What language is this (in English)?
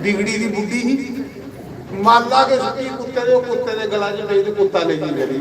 Dogri